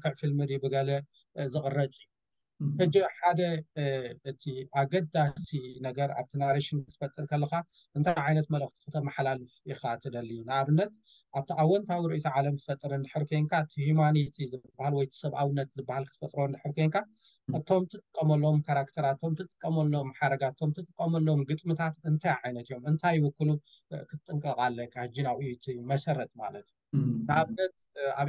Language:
Tigrinya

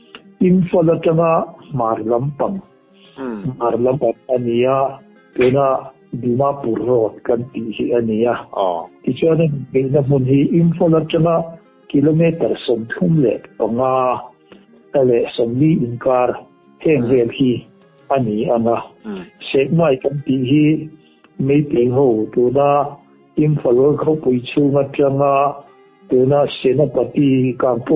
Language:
Mizo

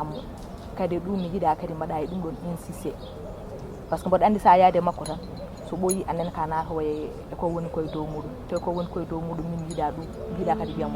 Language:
Fula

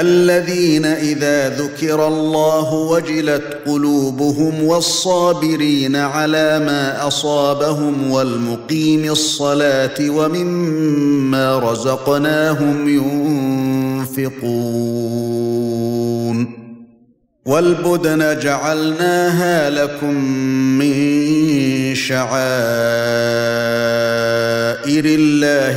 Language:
Arabic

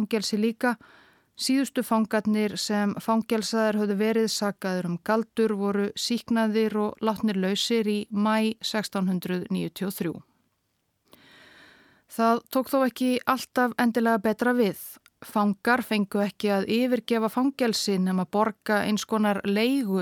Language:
Icelandic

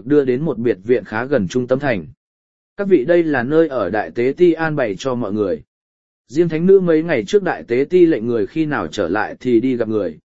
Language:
Vietnamese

